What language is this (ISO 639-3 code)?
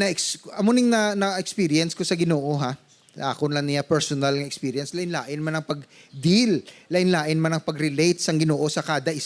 hil